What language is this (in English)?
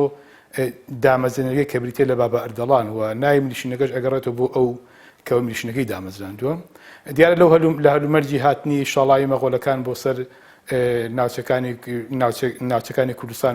Central Kurdish